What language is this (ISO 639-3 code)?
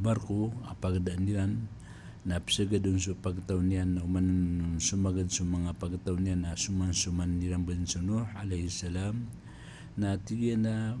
mrw